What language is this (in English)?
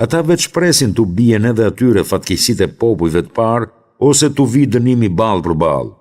Albanian